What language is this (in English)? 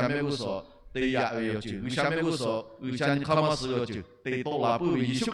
Lahu